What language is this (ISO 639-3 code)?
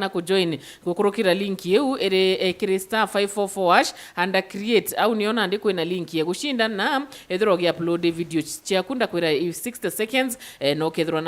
mer